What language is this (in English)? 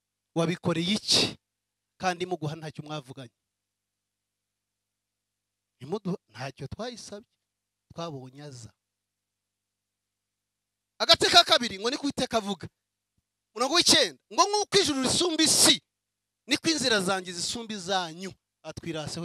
Kinyarwanda